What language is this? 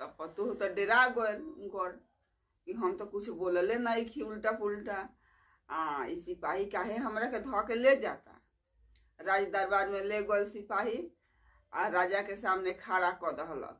Bhojpuri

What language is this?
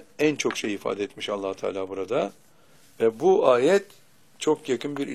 Turkish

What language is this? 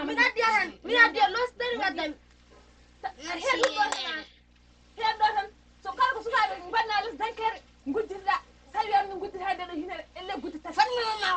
Fula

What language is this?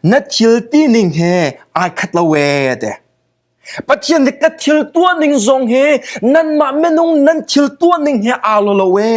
Hakha Chin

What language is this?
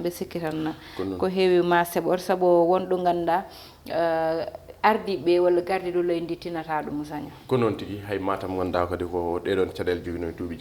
Fula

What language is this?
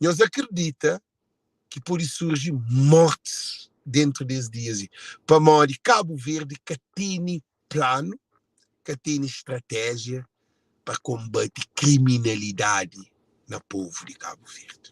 Kabuverdianu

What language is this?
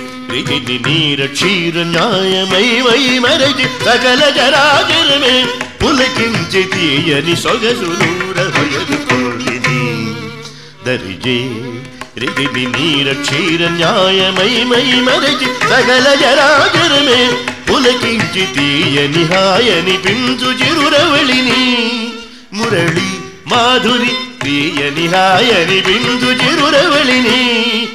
Telugu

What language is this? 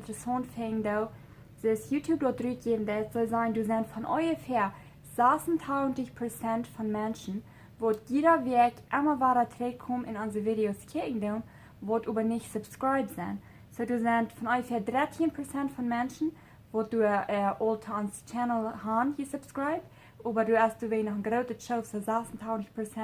Plautdietsch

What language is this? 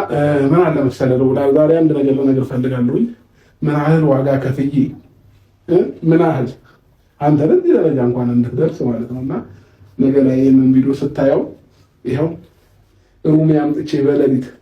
Amharic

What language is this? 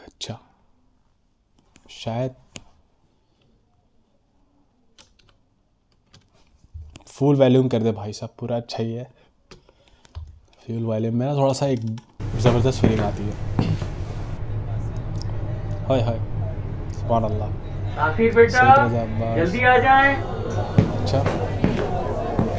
Hindi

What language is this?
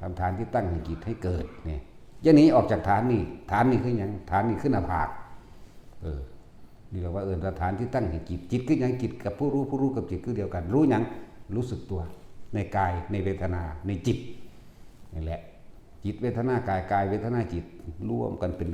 Northeastern Thai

